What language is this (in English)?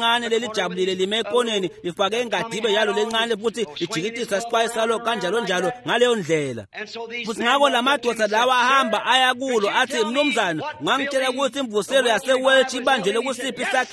Swati